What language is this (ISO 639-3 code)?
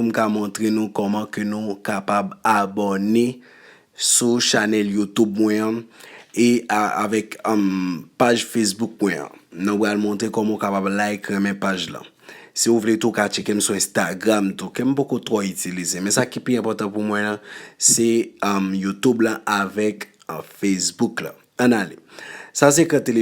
hat